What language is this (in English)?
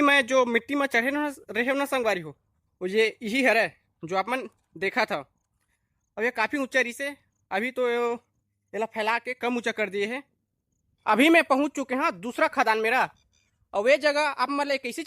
Chhattisgarhi